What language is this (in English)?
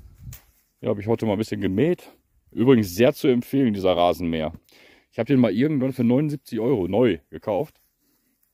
German